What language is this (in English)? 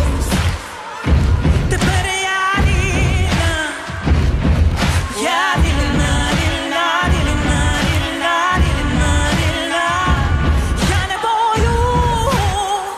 Ukrainian